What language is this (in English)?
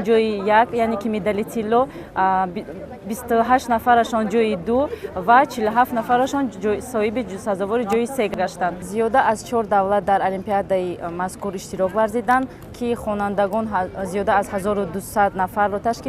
Tajik